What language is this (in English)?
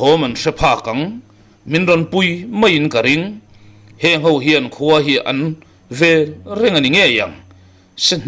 Mizo